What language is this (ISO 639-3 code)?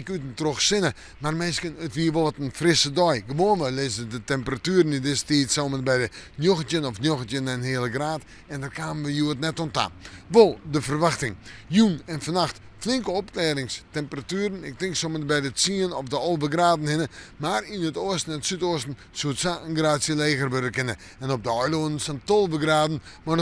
fry